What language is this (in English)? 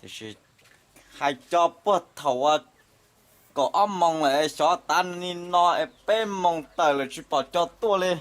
Hmong